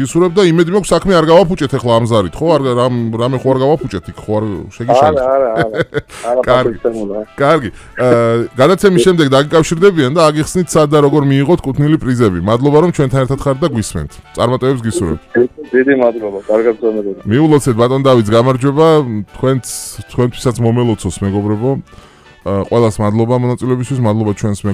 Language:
Georgian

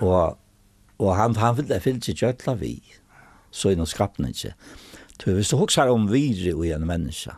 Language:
Faroese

